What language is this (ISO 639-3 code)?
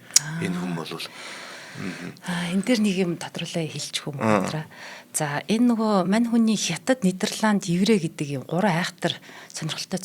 mon